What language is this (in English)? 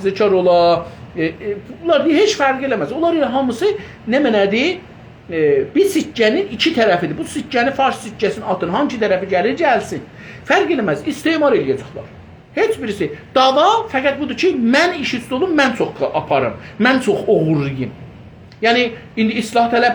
South Azerbaijani